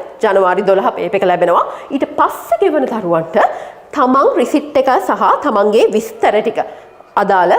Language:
Sinhala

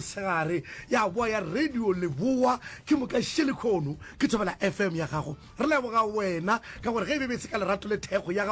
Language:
Northern Sotho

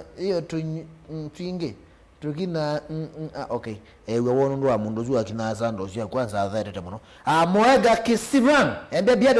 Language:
Kamba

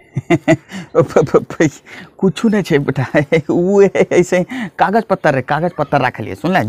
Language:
Angika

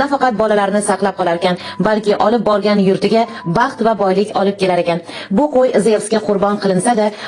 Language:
Uzbek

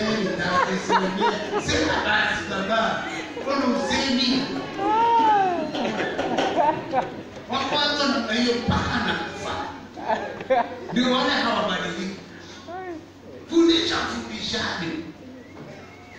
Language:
Swahili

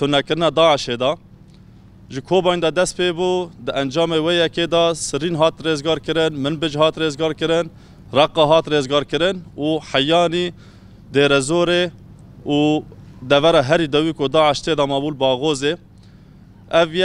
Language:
Kurdish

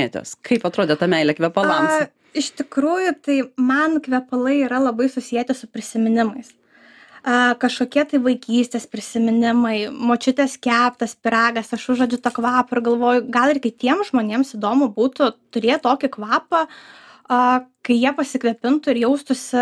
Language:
Lithuanian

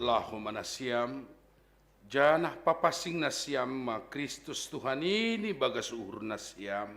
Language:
Batak Simalungun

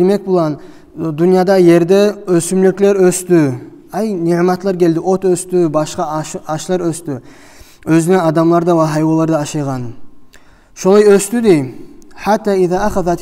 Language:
Kumyk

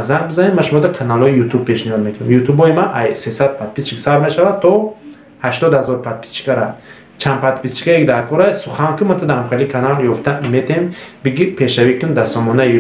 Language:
Tajik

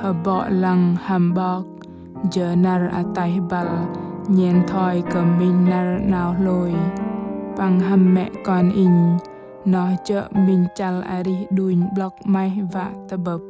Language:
Bahnar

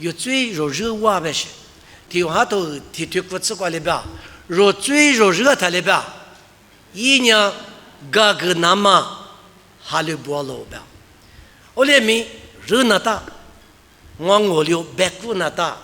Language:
Lisu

